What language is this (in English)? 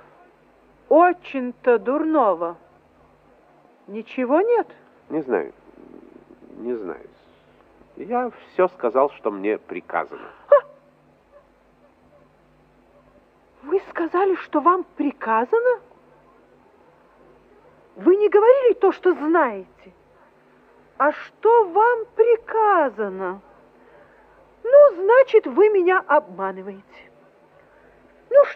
Russian